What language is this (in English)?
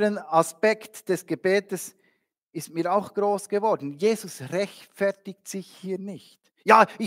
Swiss German